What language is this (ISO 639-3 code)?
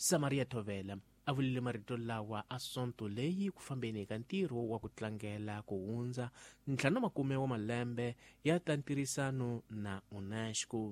tso